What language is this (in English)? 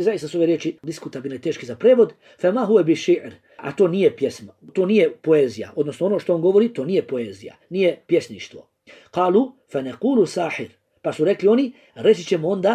Bosnian